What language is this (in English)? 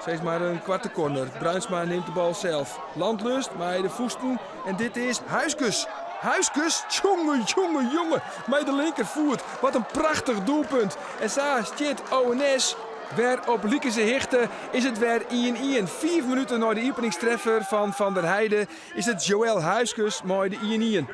Western Frisian